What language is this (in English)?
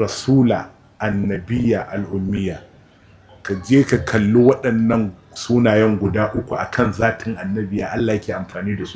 Hausa